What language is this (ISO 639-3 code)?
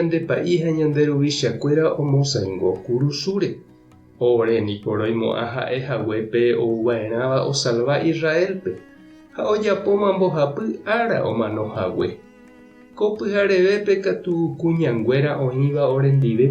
grn